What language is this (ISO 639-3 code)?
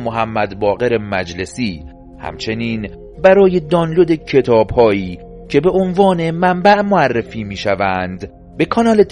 fas